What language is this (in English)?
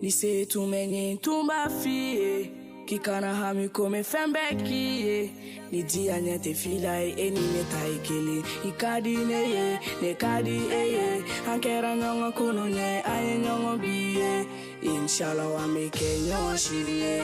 Bambara